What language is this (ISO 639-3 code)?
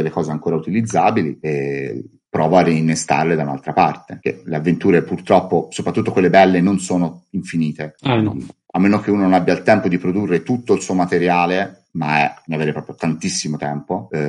ita